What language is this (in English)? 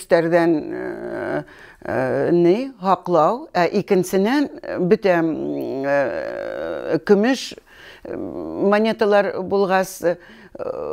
Bashkir